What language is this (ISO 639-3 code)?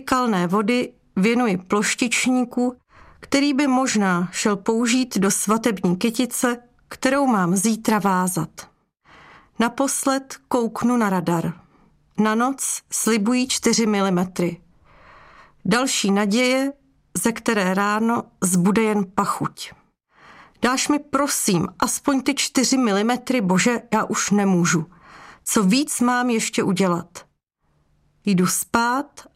ces